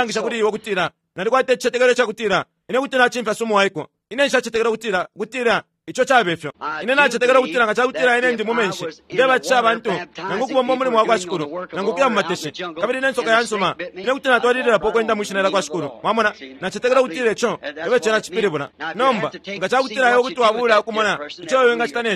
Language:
Bemba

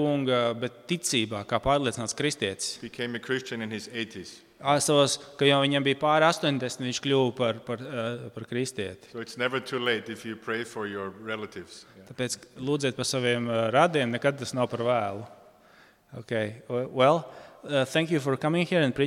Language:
Latvian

